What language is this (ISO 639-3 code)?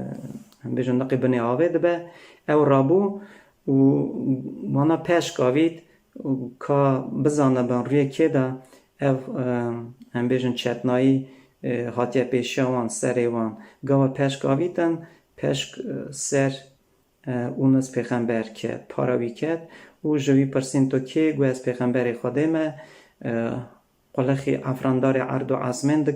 kur